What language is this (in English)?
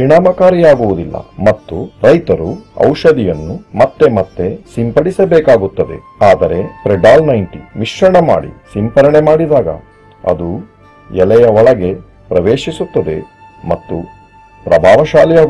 Kannada